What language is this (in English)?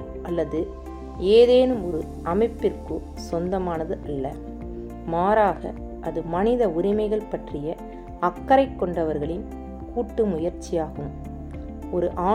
Tamil